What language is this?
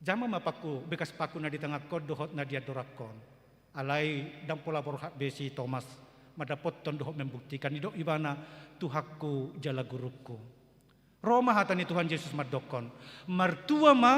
Batak Toba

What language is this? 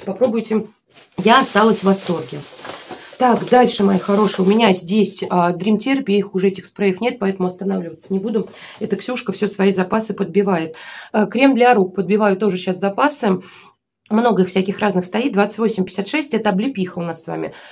Russian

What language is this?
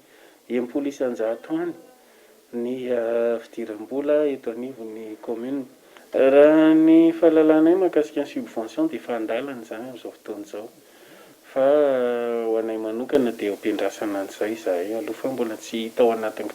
Malagasy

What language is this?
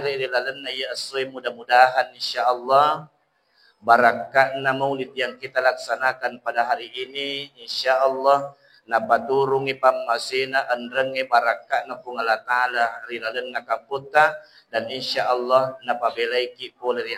Buginese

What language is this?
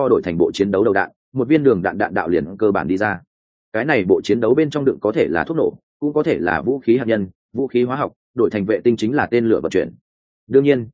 Vietnamese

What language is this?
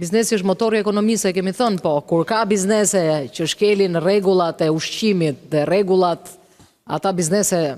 Albanian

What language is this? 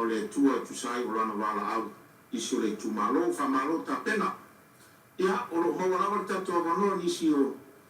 Samoan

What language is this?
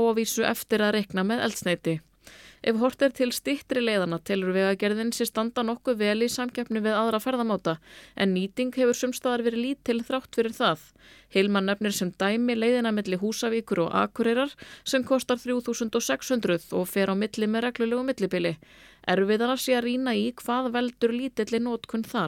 Icelandic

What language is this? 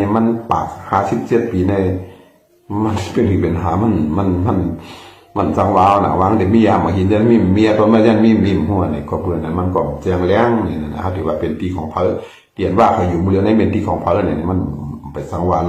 Shan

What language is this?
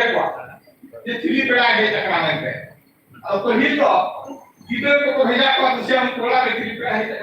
Santali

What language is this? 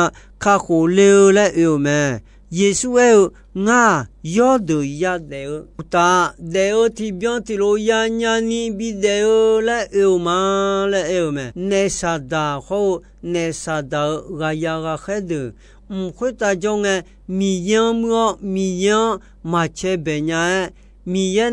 Akha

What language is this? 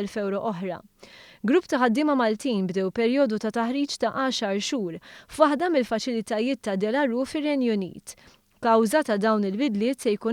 Maltese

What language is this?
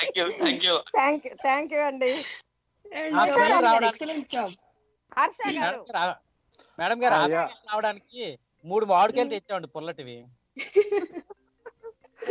Telugu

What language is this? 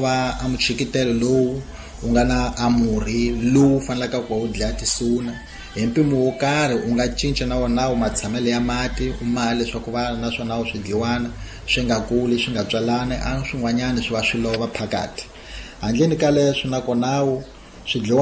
Tsonga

